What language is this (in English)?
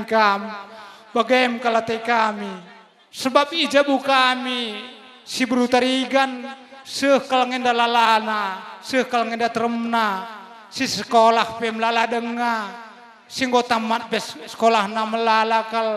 Batak Karo